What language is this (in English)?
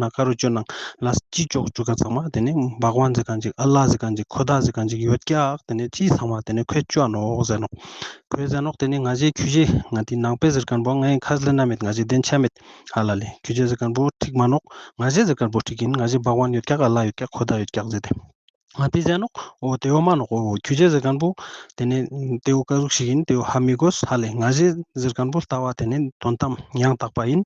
Ladakhi